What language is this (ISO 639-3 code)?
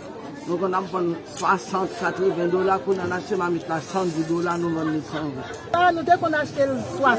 hat